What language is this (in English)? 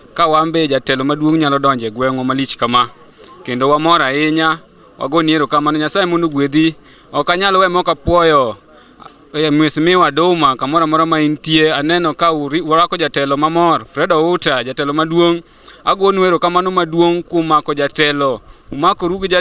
Luo (Kenya and Tanzania)